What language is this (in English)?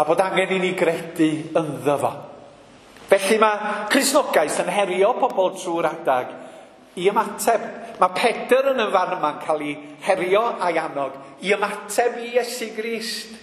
Welsh